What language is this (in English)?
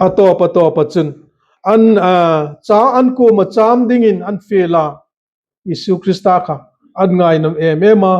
Hmar